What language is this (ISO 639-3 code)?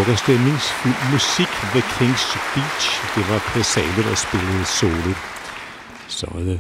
dan